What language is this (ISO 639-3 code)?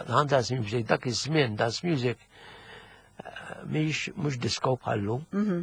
mlt